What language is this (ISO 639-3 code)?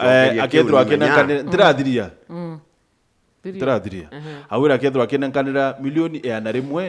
mer